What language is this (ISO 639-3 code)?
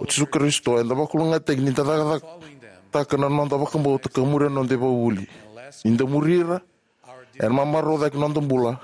fij